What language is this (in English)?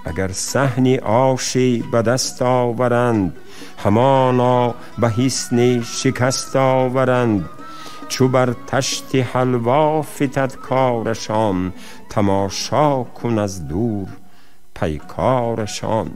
Tajik